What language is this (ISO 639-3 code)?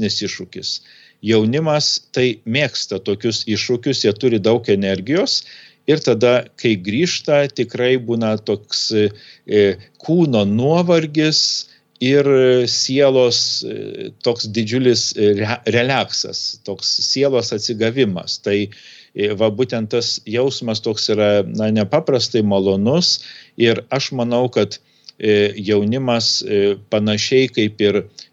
lit